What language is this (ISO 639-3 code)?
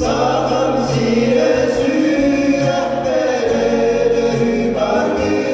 sah